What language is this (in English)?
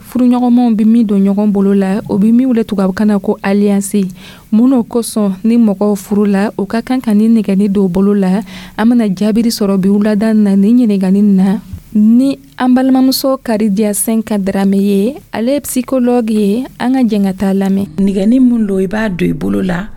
Dyula